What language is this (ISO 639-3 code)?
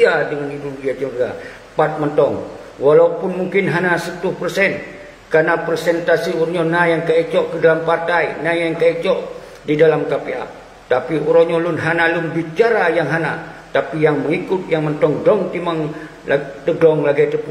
ace